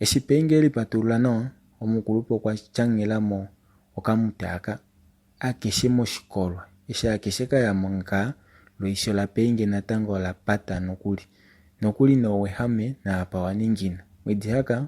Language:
Kuanyama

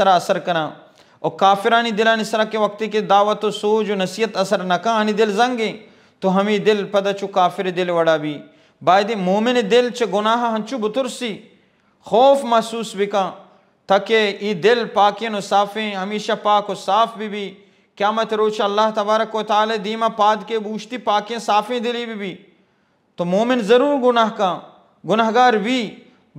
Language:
Baluchi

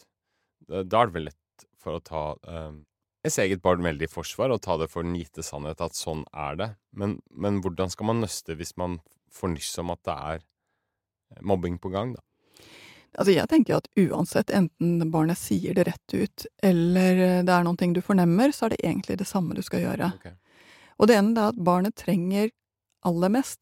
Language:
Norwegian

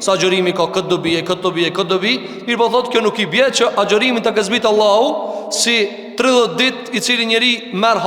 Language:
Albanian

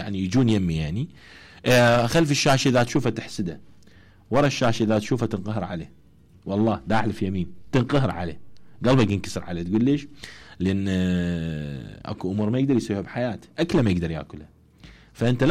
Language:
Mesopotamian Arabic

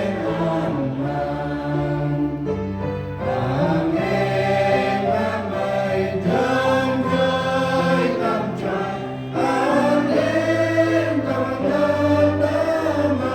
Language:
Central Mnong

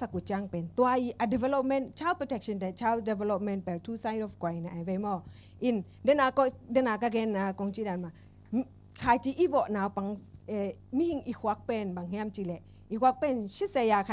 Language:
Tedim Chin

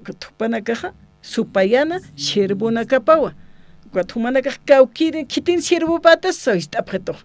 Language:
Aymara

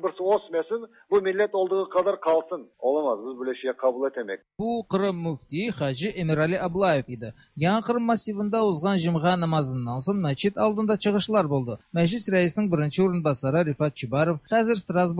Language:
Tatar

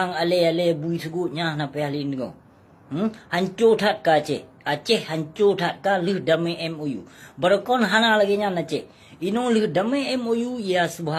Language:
Achinese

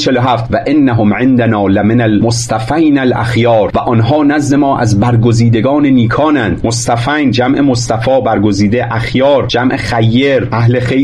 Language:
Persian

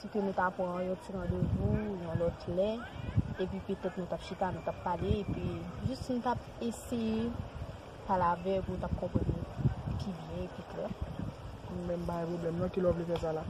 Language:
Haitian Creole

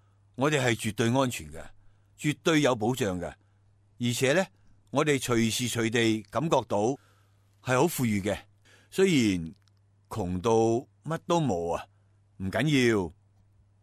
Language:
Cantonese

